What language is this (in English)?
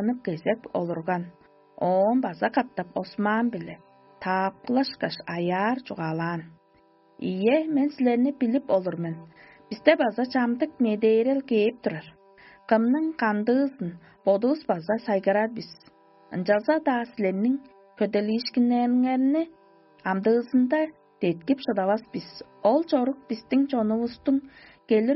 Tuvinian